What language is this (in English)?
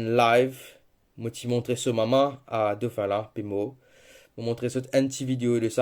Morisyen